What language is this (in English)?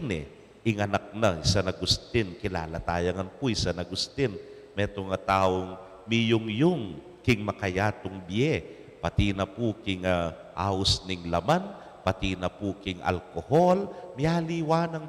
Pampanga